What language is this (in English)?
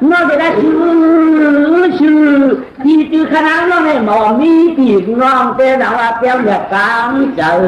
Shan